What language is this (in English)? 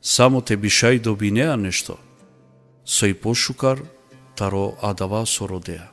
Balkan Romani